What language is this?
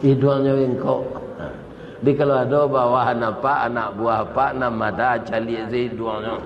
Minangkabau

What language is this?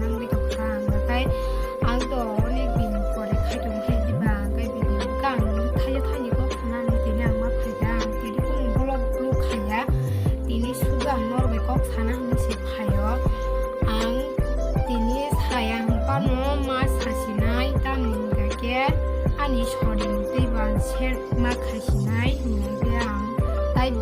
Kok Borok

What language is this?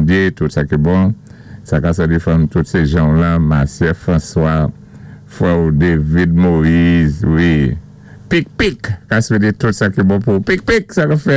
Saint Lucian Creole French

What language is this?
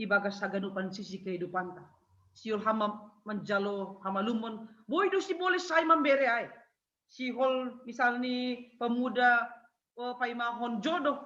Batak Simalungun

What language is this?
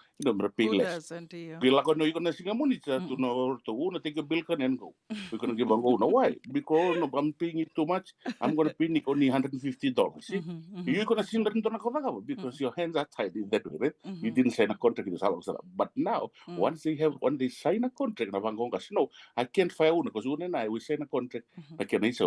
Fijian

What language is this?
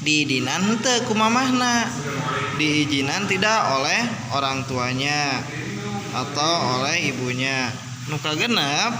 Sundanese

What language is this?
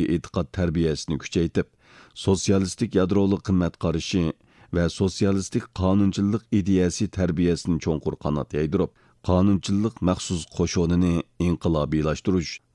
Uyghur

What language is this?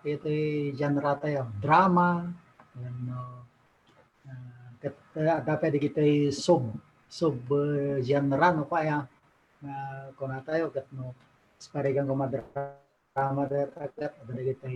Iloko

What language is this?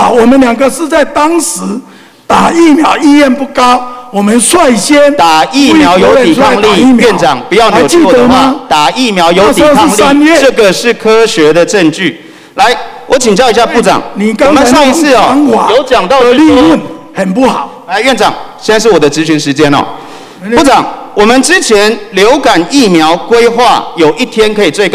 Chinese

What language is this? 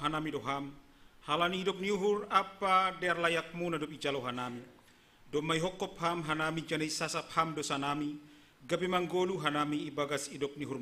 Batak Simalungun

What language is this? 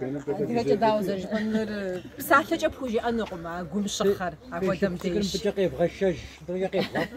Kabardian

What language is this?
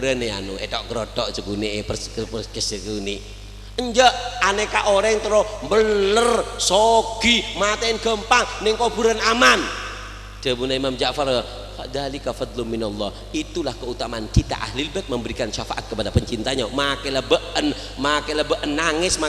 Madurese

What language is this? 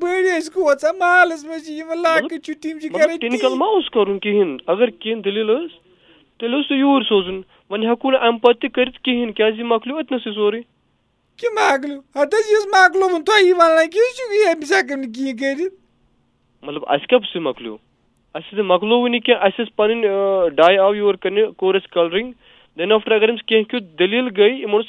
Kashmiri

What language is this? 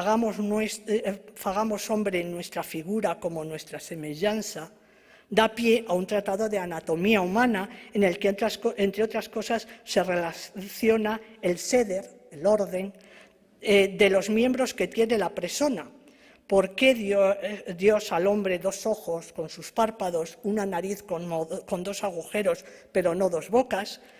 Ladino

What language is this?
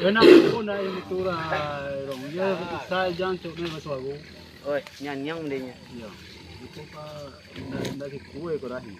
Minangkabau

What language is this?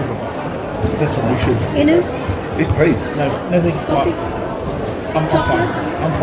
Māori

